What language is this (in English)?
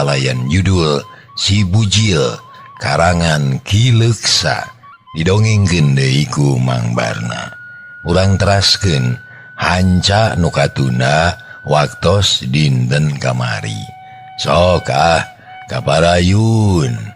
Sundanese